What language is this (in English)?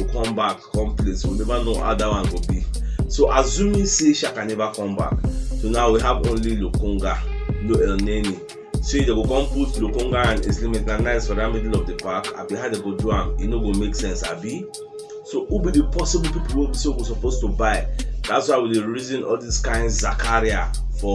Nigerian Pidgin